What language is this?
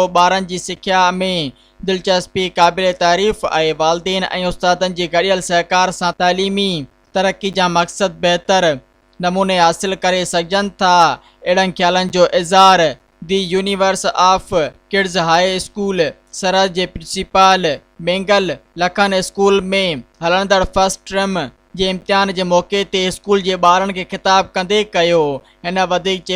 Sindhi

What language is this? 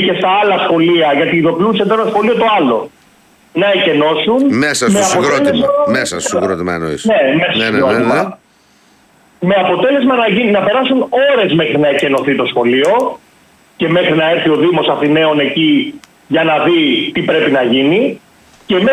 Greek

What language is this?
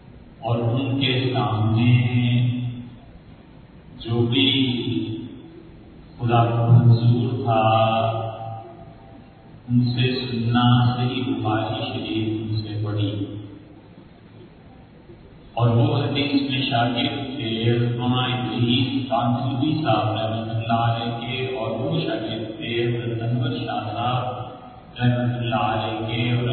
Urdu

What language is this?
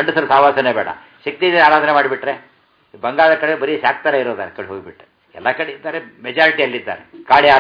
Kannada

